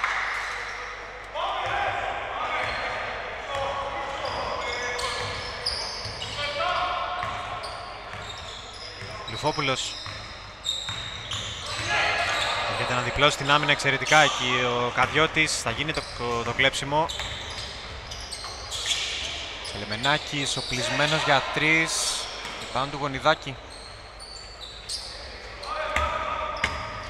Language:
Greek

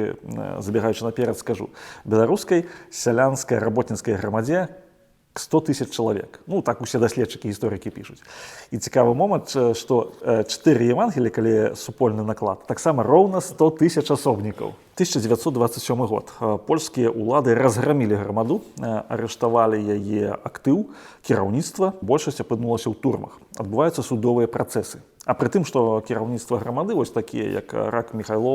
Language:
Belarusian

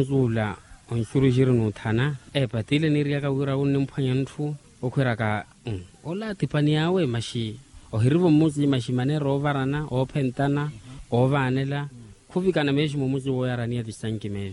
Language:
Makhuwa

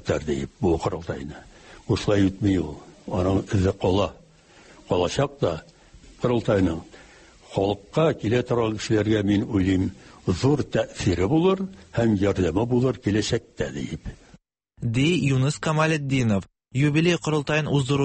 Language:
Tatar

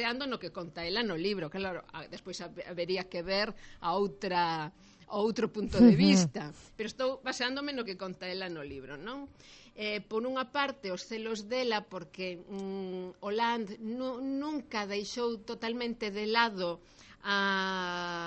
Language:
Galician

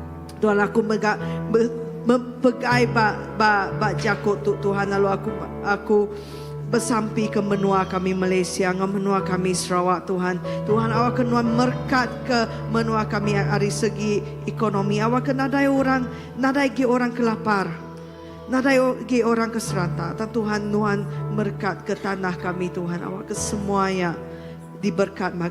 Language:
Iban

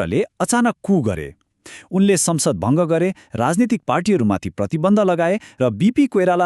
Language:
Nepali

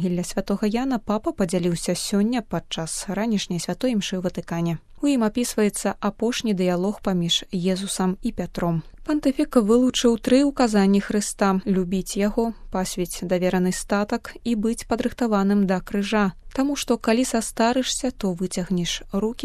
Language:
Belarusian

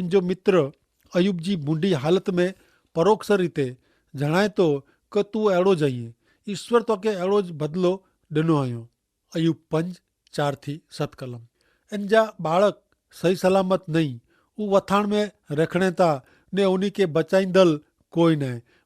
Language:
Kachhi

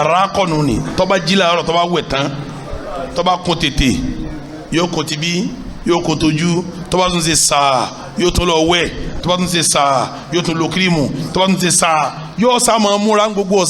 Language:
Yoruba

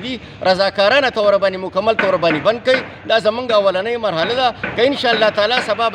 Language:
Pashto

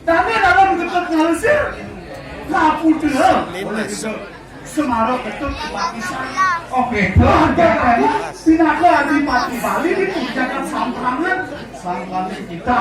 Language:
Balinese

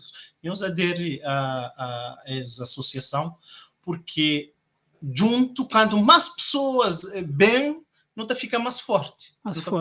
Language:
Kabuverdianu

